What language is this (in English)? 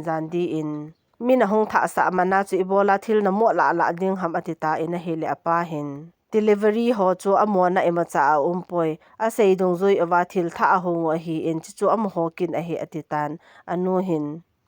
Thado Chin